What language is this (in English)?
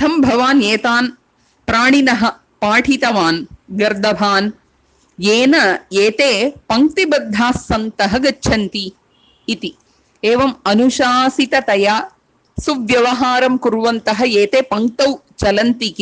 Sanskrit